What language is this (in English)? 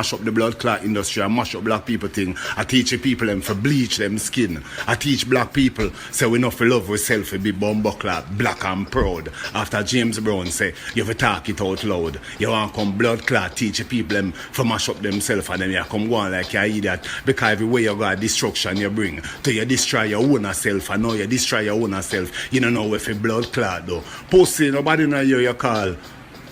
Jamaican Creole English